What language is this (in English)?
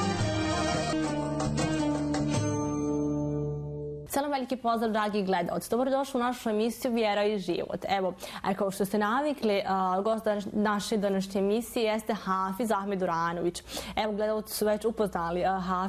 Bosnian